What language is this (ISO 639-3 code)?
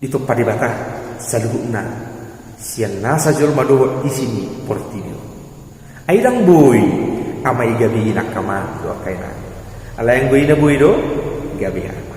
bbc